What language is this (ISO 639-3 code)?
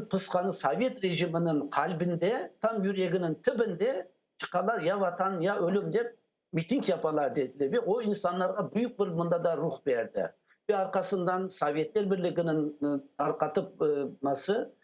crh